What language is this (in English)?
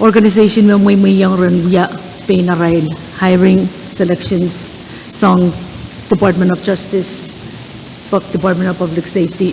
Pohnpeian